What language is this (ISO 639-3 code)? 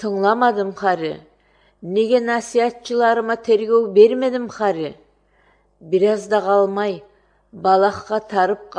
kir